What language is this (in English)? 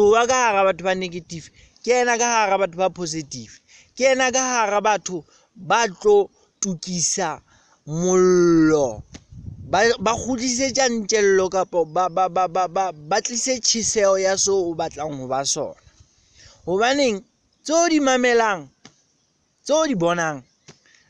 Southern Sotho